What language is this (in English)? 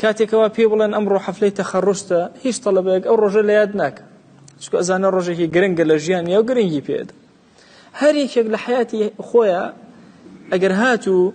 Central Kurdish